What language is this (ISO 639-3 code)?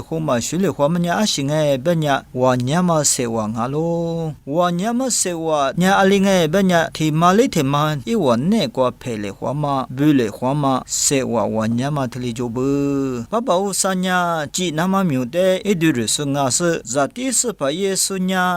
lis